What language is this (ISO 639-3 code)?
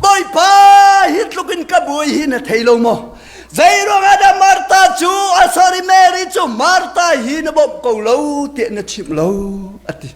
cnh